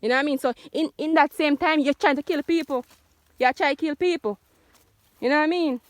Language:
Jamaican Creole English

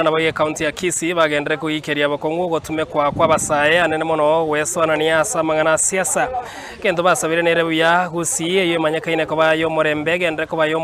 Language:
Gusii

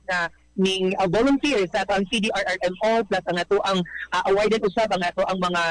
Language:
Cebuano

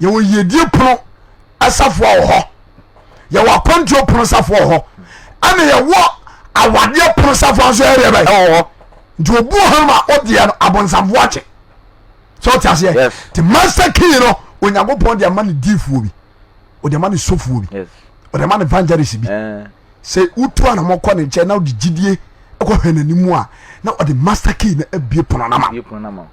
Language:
Akan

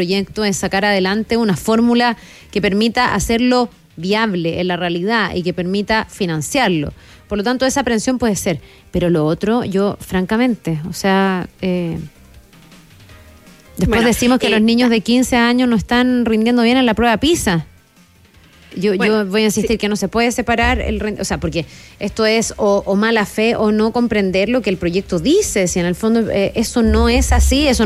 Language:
Spanish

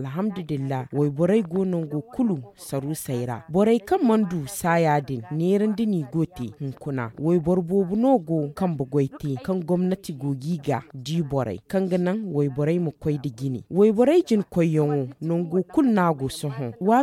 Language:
Zarma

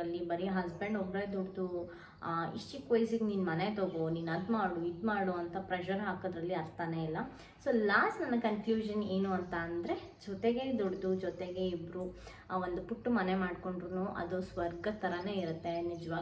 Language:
Kannada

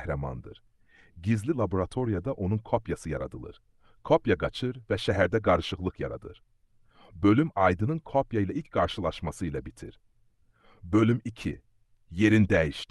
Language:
Azerbaijani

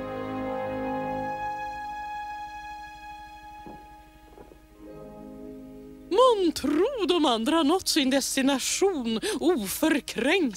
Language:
Swedish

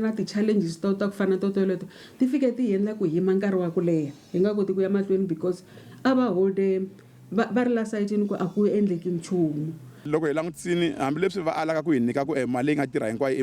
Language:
Tsonga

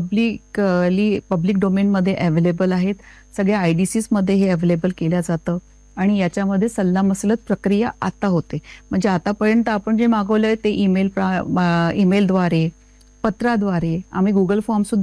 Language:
Marathi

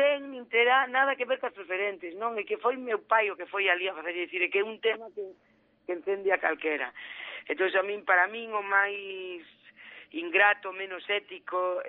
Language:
Galician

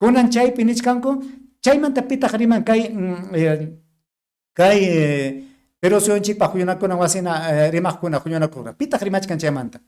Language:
Ayacucho Quechua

